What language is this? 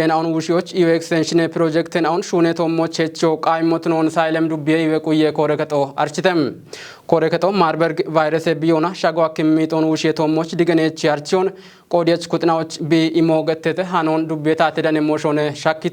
Kafa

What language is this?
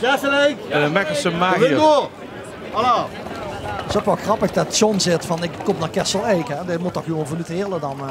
Limburgish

